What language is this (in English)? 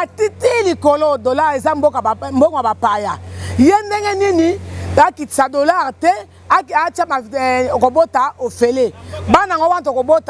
Lingala